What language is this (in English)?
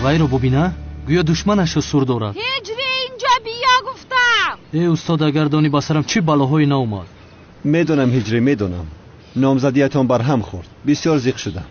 Tajik